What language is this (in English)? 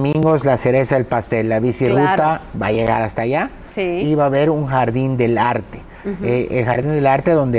Spanish